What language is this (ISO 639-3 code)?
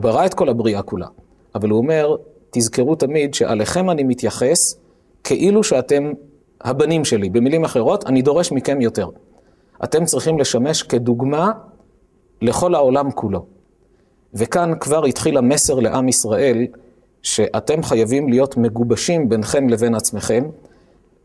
heb